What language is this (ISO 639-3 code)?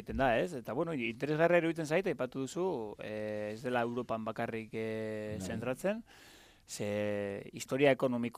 eus